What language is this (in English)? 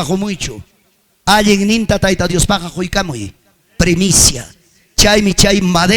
Ayacucho Quechua